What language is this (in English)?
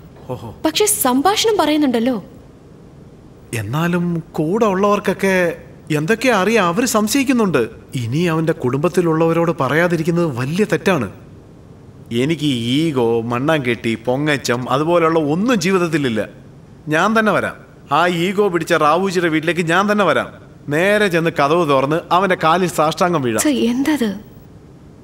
Malayalam